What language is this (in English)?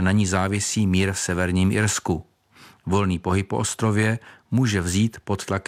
Czech